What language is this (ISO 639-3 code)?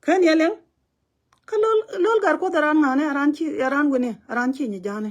nus